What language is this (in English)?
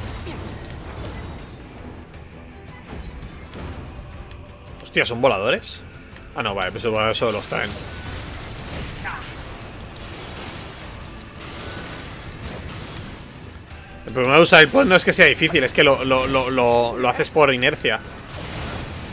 Spanish